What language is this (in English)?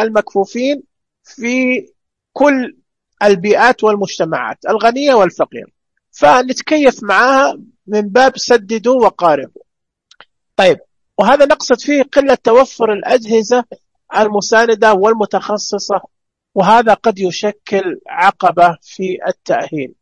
Najdi Arabic